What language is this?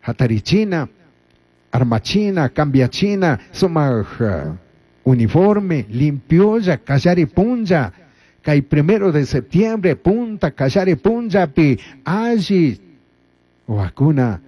Chimborazo Highland Quichua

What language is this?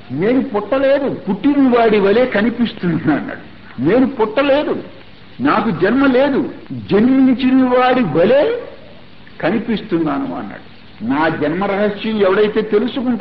Telugu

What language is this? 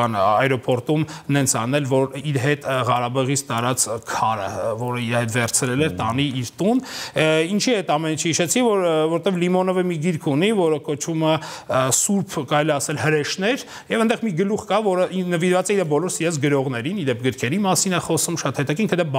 Armenian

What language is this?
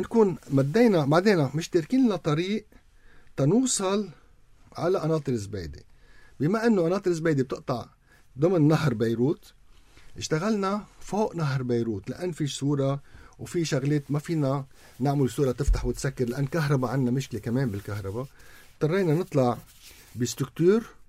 North Levantine Arabic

